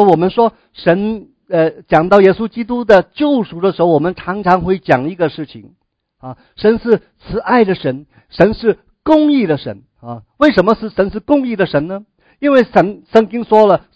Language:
Chinese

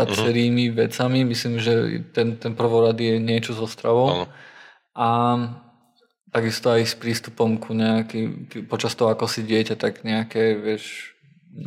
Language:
Slovak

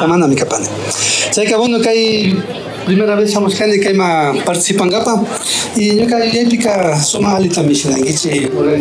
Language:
Imbabura Highland Quichua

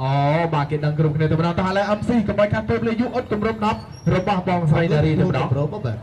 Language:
Khmer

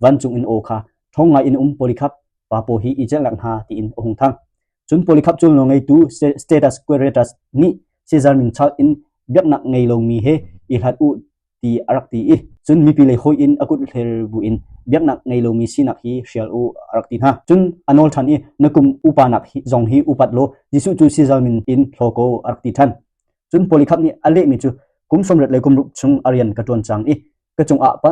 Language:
Hakha Chin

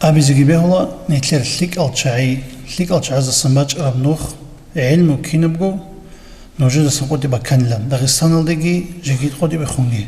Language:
Avaric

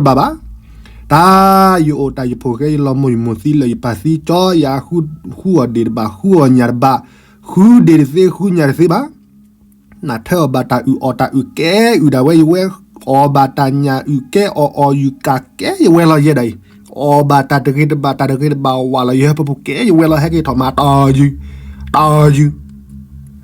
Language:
S'gaw Karen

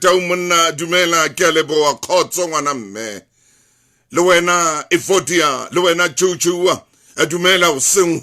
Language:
Southern Sotho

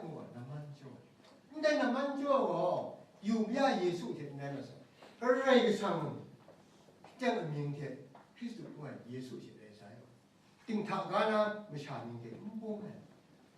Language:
Kachin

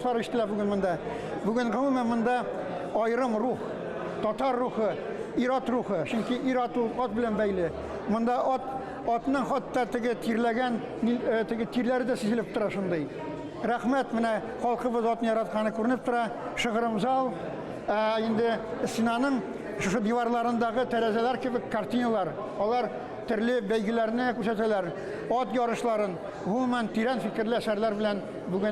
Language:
Tatar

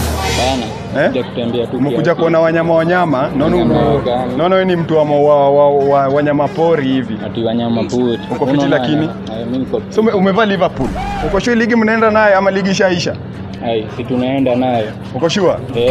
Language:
Swahili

